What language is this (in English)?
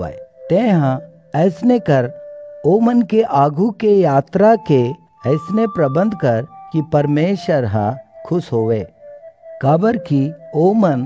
Chhattisgarhi